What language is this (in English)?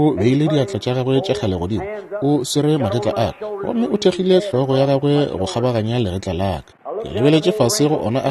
Northern Sotho